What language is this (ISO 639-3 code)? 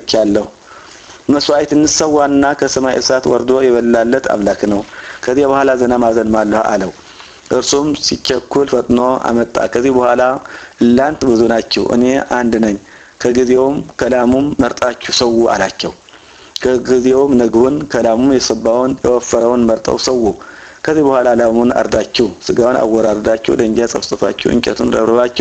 amh